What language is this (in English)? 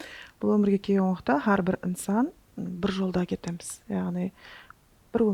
Kara-Kalpak